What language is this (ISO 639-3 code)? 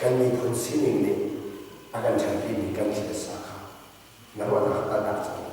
cnh